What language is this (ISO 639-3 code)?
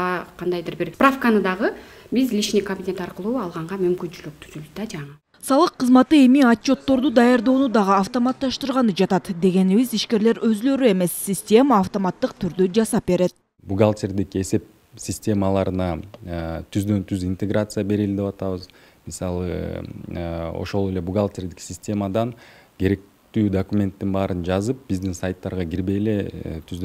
kir